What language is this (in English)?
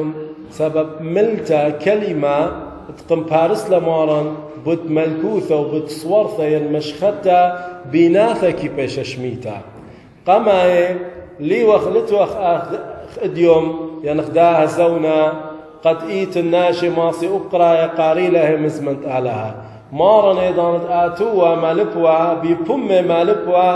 Assyrian Neo-Aramaic